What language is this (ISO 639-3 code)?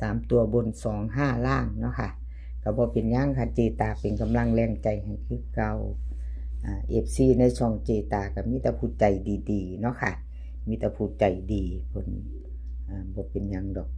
tts